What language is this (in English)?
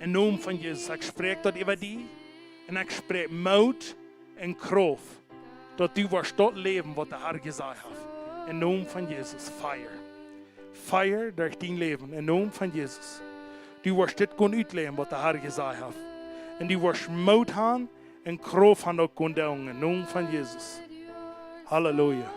Plautdietsch